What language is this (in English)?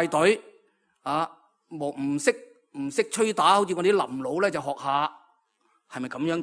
Cantonese